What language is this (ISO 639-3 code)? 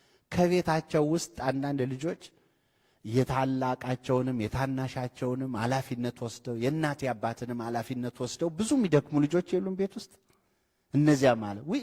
amh